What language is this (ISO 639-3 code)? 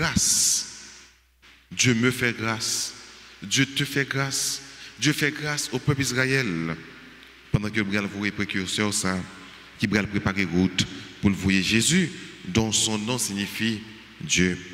fra